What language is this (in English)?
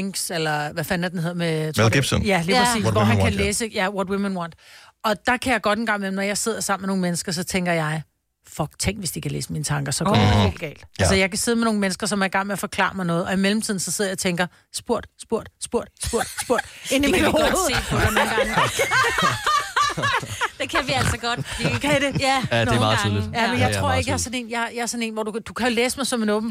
Danish